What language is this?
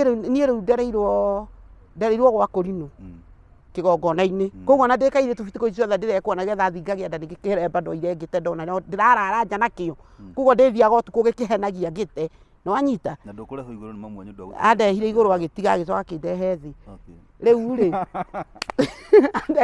Kikuyu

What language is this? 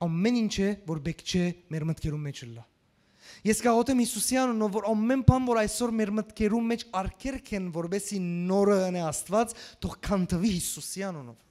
Western Armenian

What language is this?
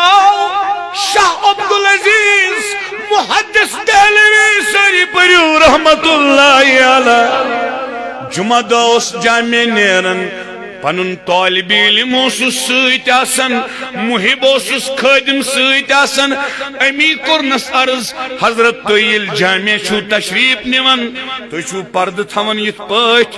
Kashmiri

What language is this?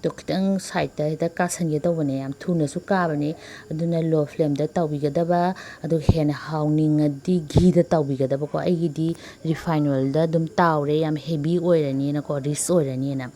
Manipuri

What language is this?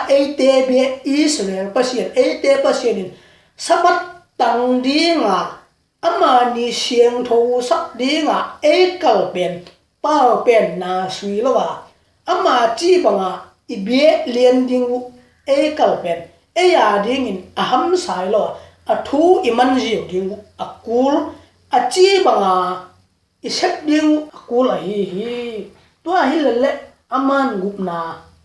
Tedim Chin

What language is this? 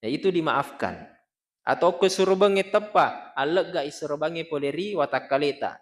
Buginese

